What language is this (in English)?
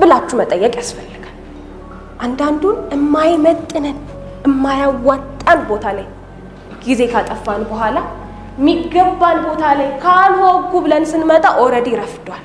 Amharic